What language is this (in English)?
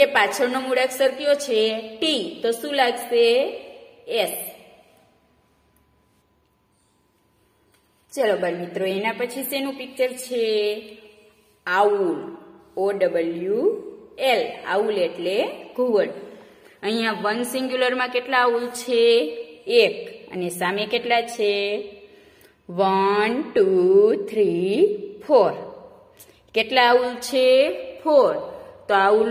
Gujarati